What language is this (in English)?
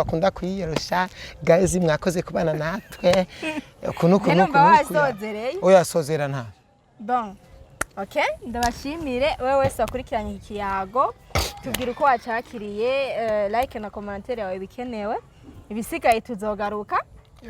Rundi